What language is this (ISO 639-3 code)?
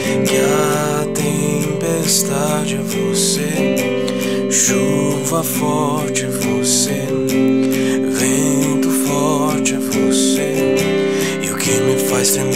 por